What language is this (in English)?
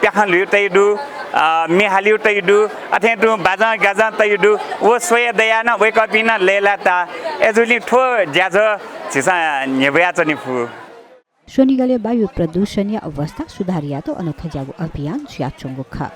Newari